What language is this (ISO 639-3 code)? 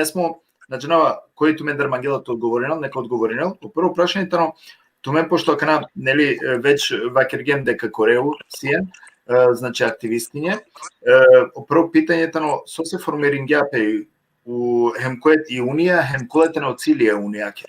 rmn